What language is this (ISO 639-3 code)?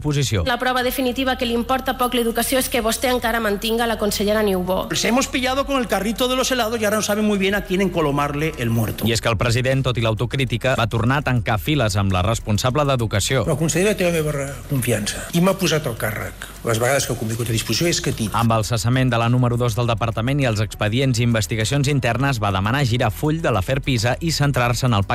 cat